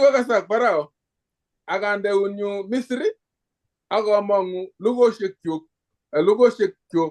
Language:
Kalenjin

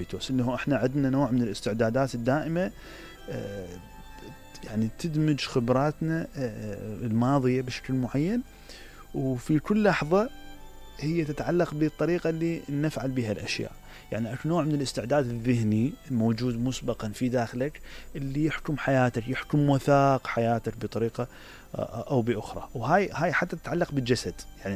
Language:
Mesopotamian Arabic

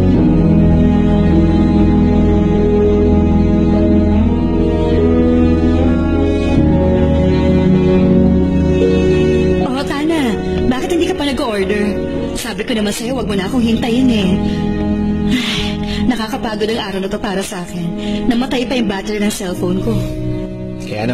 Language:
Filipino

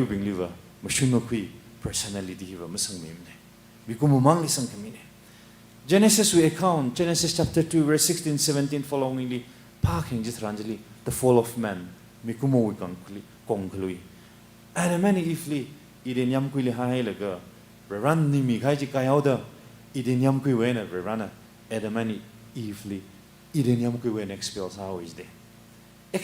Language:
Tangkhul Naga (India)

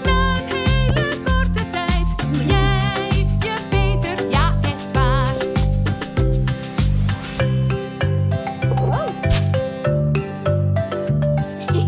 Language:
Dutch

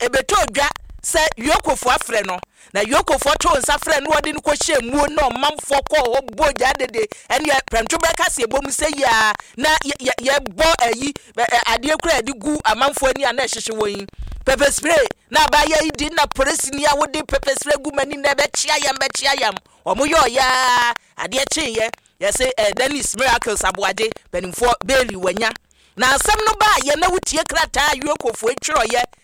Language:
Akan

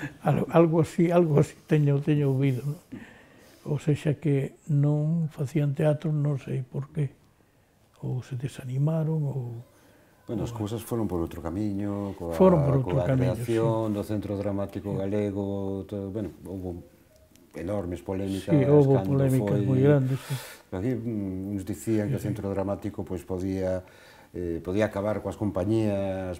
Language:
Galician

